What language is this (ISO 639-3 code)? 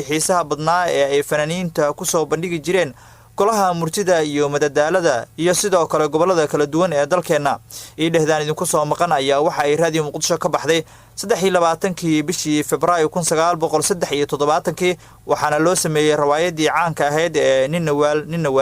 som